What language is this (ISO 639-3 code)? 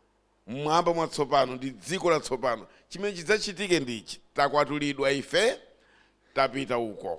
nya